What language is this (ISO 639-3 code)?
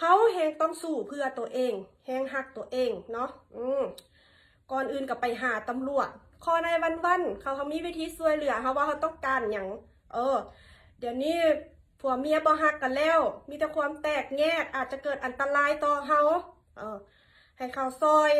lao